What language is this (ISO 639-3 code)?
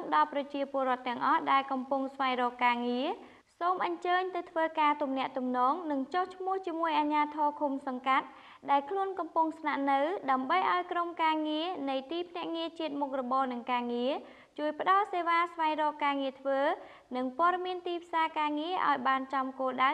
khm